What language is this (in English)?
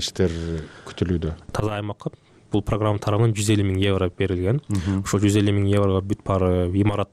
Kyrgyz